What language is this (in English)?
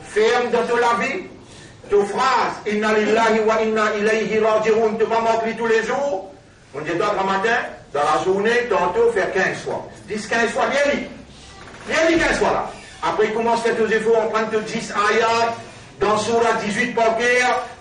Morisyen